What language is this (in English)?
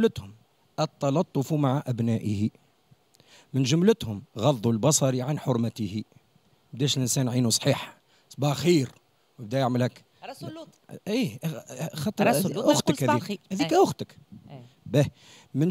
Tunisian Arabic